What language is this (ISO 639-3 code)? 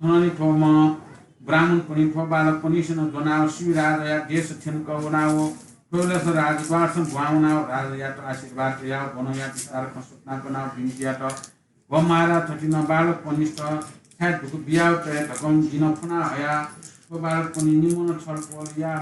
new